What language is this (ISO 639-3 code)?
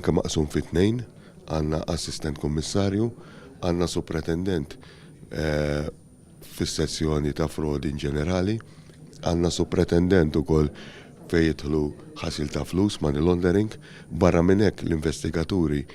mlt